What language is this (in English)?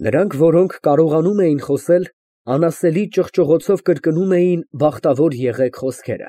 Armenian